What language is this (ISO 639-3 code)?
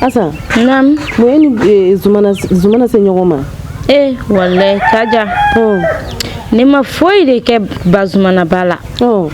bam